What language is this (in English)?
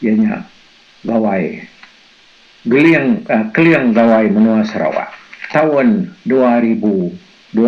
Iban